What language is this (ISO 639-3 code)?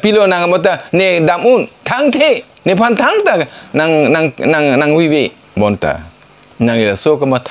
mjw